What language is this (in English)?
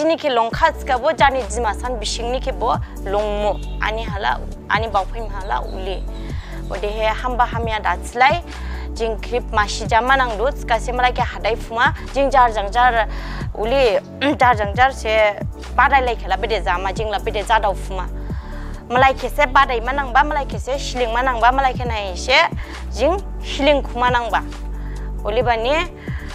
Dimasa